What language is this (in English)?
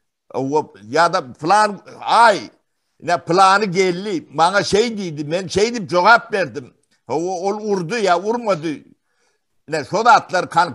Turkmen